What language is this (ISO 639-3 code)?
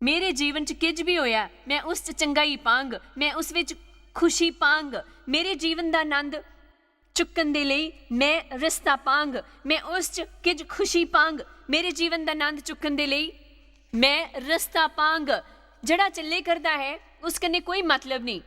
doi